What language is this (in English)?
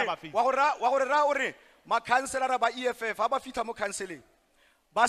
Tswana